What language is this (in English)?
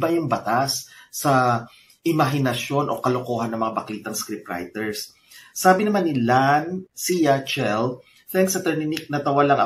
Filipino